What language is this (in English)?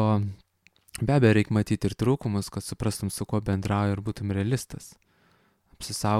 Lithuanian